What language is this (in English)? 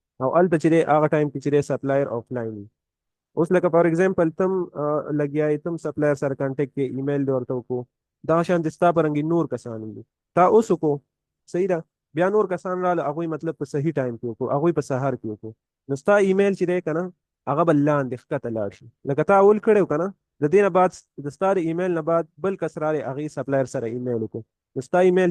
Pashto